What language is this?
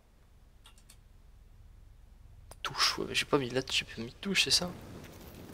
French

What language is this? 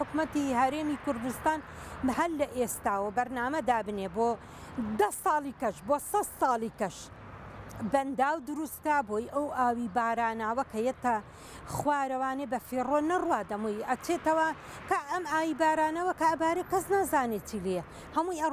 Central Kurdish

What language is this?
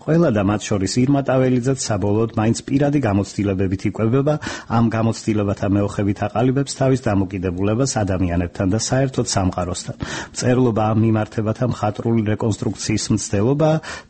Georgian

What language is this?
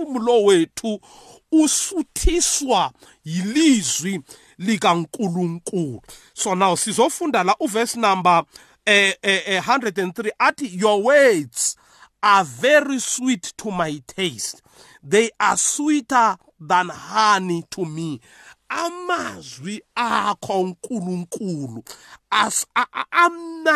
South Ndebele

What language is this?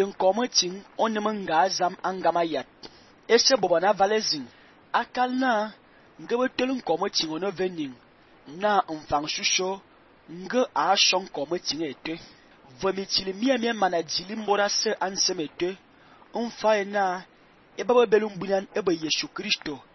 Fang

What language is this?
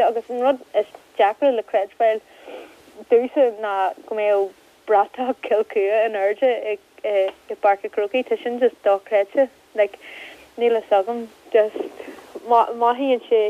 Irish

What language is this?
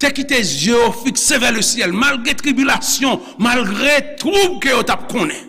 Haitian Creole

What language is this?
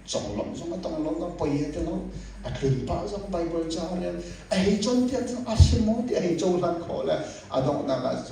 Hakha Chin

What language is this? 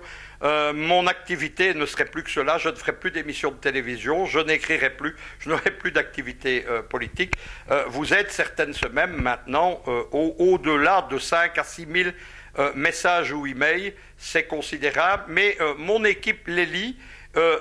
French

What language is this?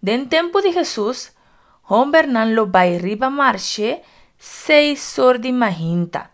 Papiamento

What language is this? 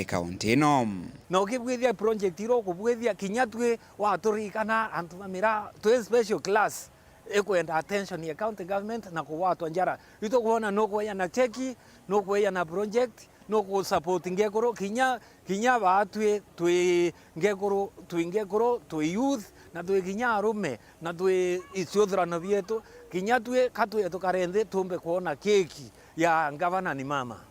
Meru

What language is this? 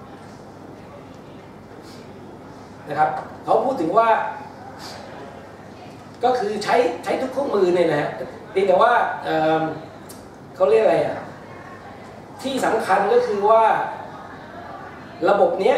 Thai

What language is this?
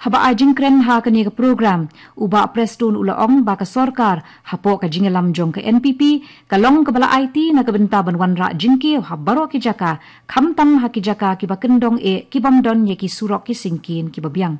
Khasi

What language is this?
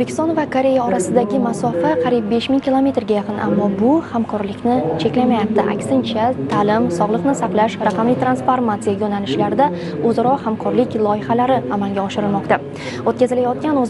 Uzbek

